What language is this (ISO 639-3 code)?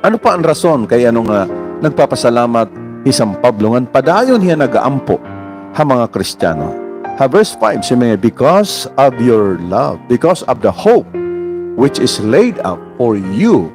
war